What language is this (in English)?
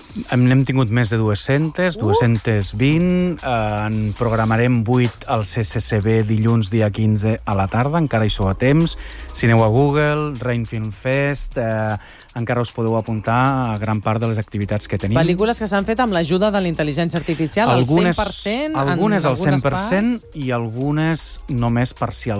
Catalan